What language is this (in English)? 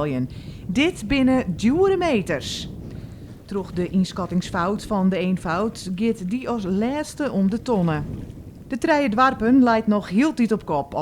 Western Frisian